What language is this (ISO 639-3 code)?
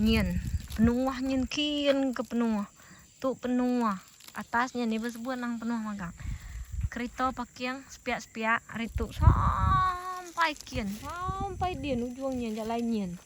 iba